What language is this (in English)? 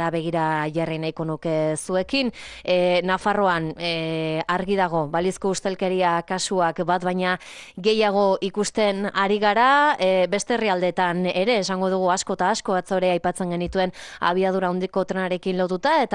Basque